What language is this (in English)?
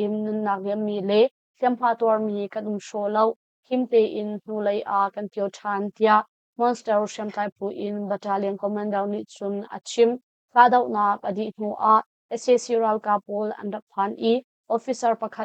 Hakha Chin